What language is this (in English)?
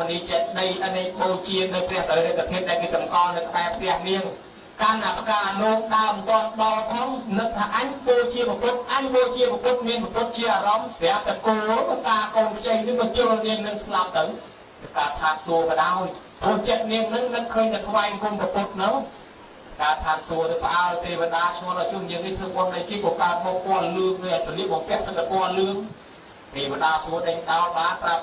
Khmer